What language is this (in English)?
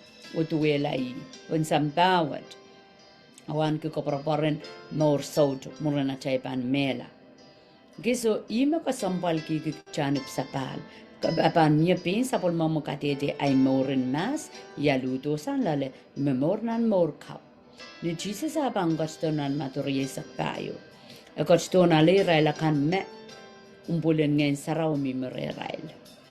Pohnpeian